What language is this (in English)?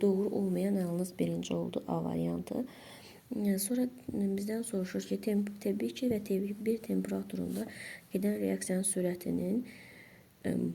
Azerbaijani